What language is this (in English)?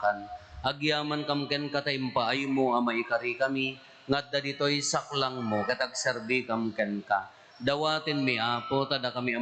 Iloko